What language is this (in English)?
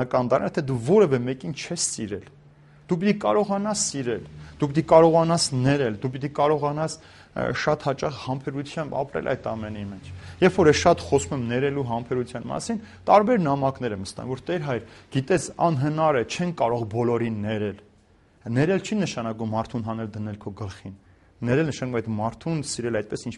Armenian